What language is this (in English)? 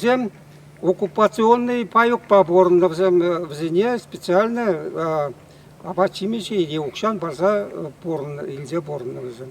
Chuvash